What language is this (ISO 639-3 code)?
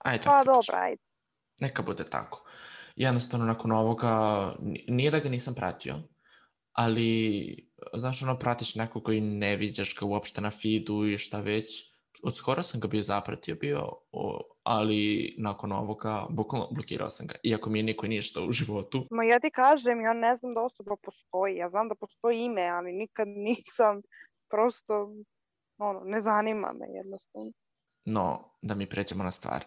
srp